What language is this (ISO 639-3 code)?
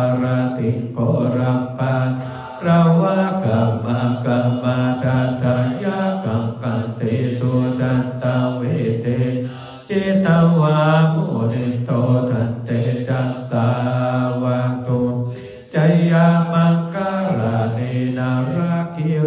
pli